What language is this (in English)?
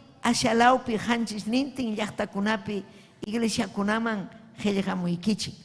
Ayacucho Quechua